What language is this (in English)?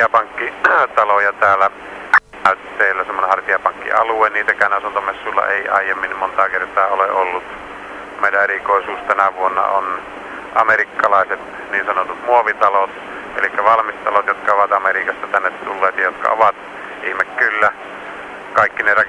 Finnish